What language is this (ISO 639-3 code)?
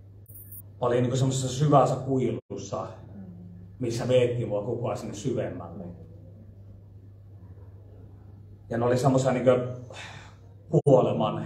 fin